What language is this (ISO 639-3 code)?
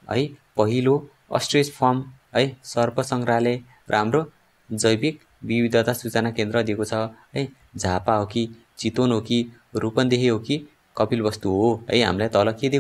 nep